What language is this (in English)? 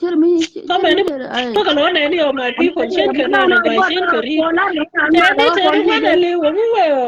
Nuer